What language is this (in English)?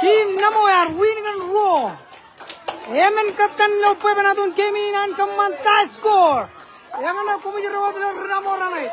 Marshallese